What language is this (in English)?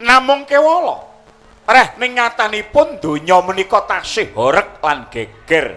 Javanese